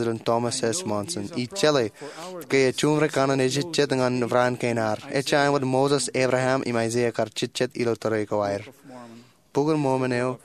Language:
Marshallese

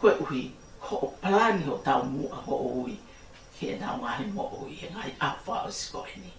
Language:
Tongan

